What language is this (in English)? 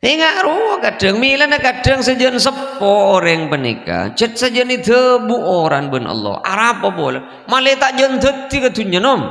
Madurese